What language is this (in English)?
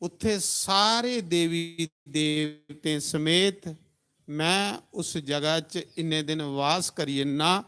Dogri